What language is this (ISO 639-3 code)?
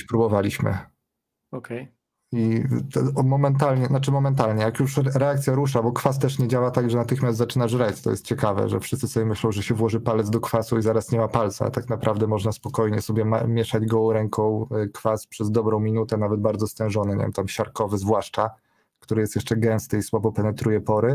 pol